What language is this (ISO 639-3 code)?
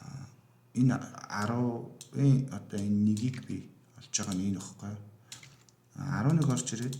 mon